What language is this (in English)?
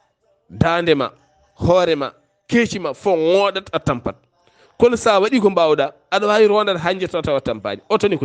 Fula